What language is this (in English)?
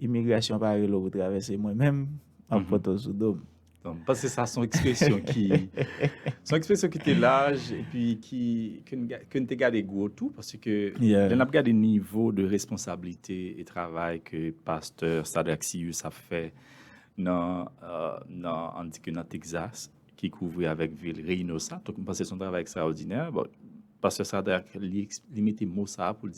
Haitian Creole